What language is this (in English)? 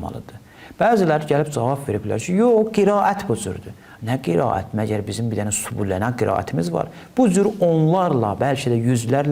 Azerbaijani